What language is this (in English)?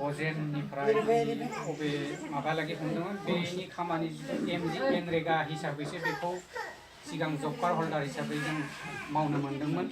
Bodo